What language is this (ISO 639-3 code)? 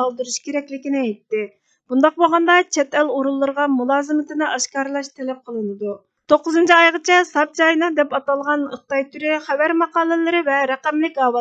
uig